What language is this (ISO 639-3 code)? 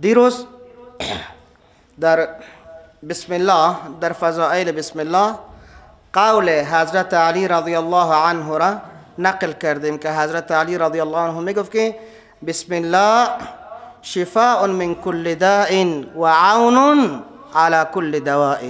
fas